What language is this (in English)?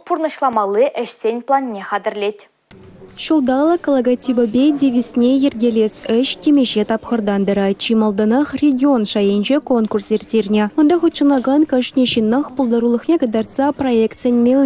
Chuvash